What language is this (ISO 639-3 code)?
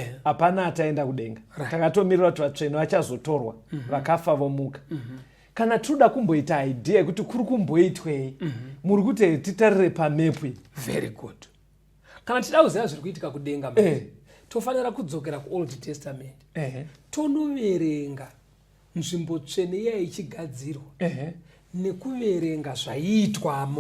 sna